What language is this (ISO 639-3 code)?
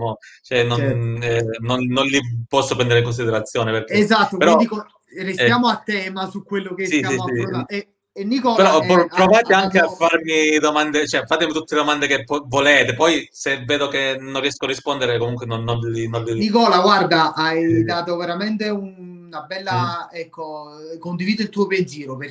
ita